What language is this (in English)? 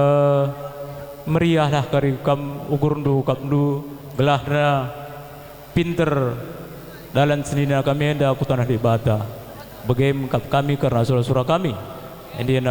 Batak Karo